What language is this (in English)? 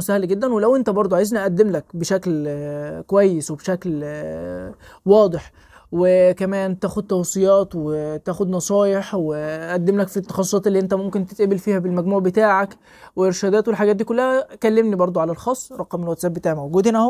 Egyptian Arabic